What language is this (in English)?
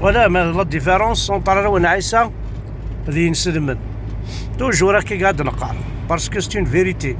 Kabyle